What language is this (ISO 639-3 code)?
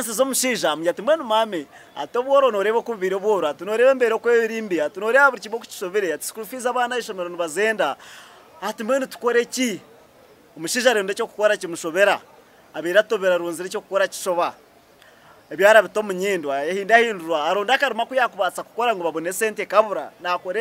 nyn